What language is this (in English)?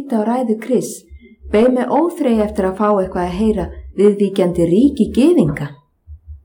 Icelandic